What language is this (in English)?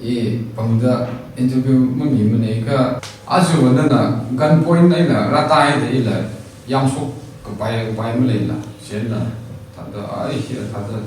Tangkhul Naga (India)